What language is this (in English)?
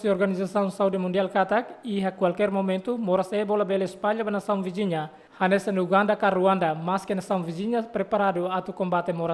Tetum